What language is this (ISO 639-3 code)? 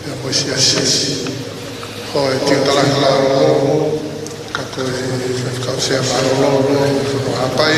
ton